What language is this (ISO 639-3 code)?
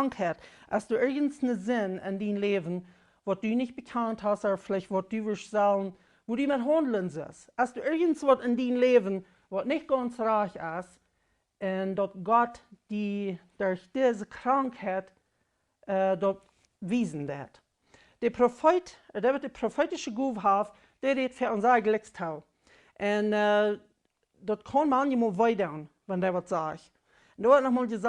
pdt